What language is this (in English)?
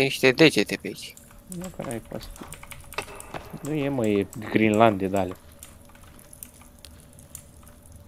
Romanian